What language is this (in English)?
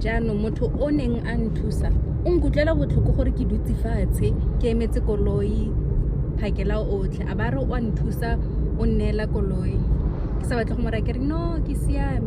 Tswana